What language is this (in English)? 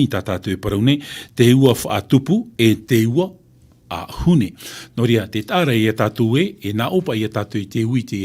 Tahitian